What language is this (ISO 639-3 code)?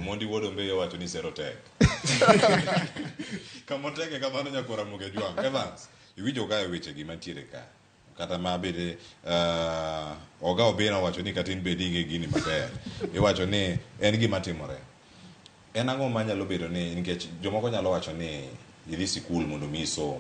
luo